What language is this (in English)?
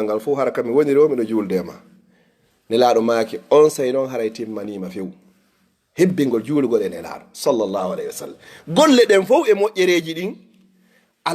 Fula